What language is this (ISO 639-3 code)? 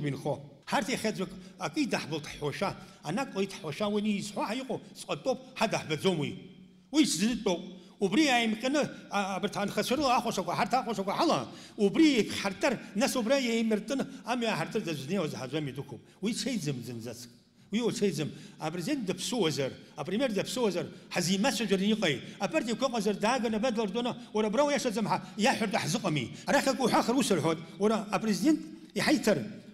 abk